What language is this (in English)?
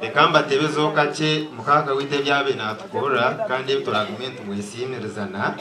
Nyankole